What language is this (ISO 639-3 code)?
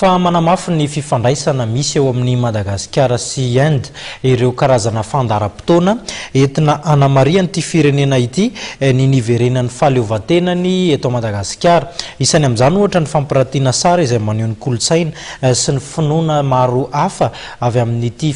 mlg